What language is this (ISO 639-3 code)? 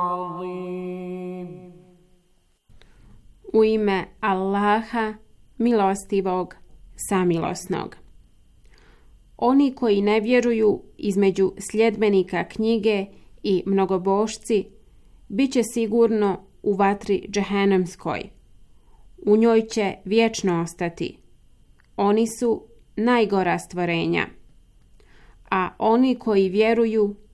bos